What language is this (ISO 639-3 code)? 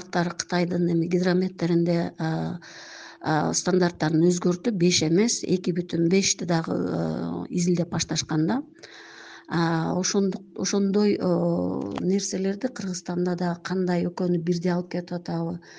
kir